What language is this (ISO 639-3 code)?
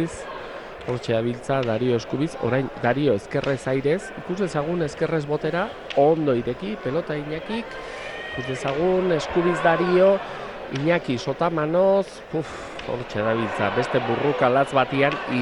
eus